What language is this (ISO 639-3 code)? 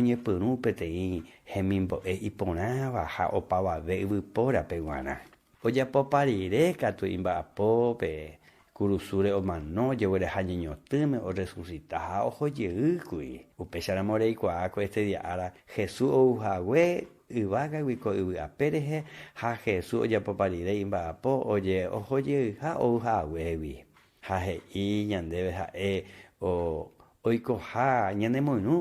grn